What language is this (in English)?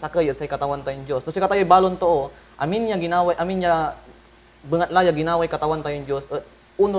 Pangasinan